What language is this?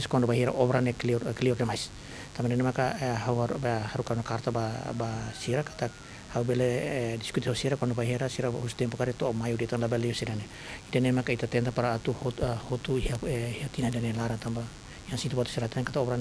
Tetum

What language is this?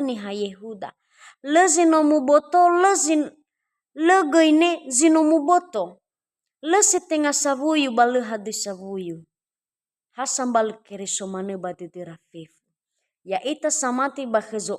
Nias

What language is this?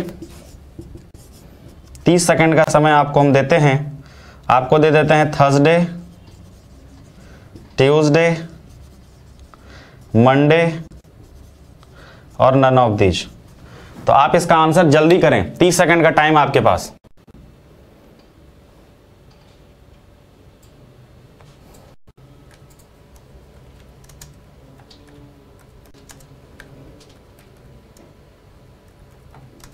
Hindi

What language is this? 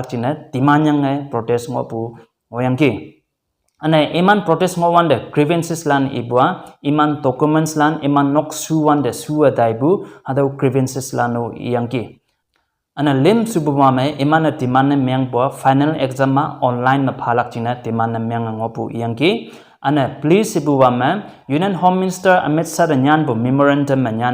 Konyak Naga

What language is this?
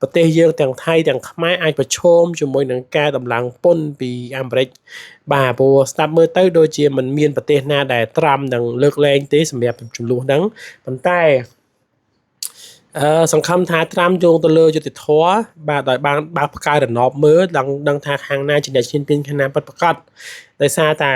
Khmer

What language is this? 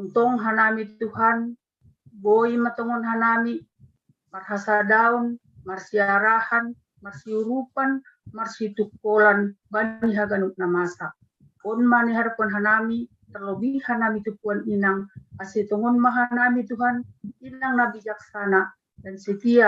Batak Simalungun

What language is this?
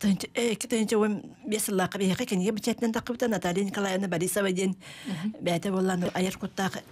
Yakut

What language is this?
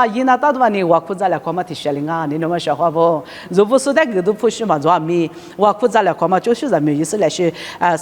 Lisu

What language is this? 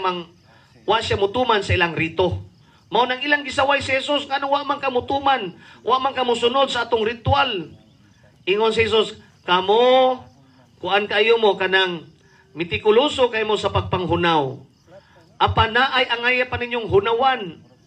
Cebuano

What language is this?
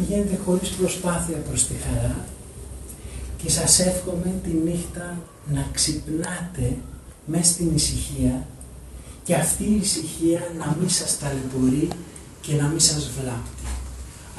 Greek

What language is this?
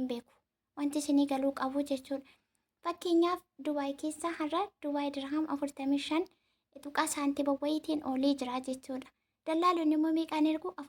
Oromo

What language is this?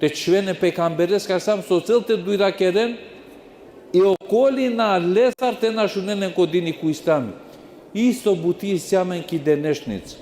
Balkan Romani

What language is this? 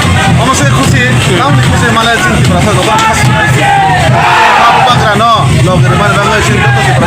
Kok Borok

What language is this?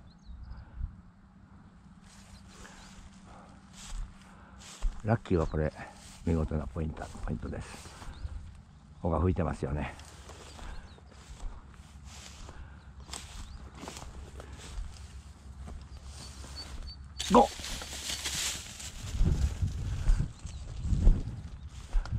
Japanese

